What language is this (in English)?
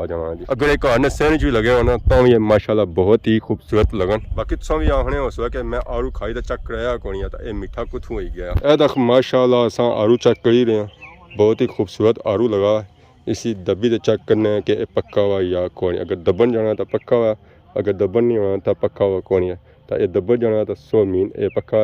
Pahari-Potwari